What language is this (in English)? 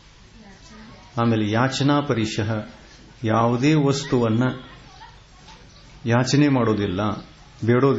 Kannada